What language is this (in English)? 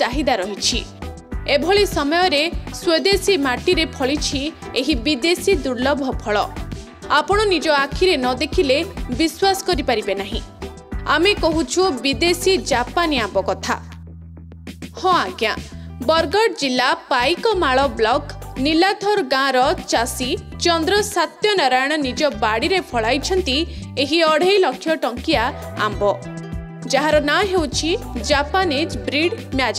Odia